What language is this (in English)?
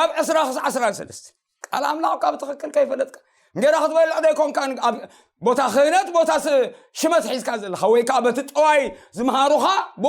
Tigrinya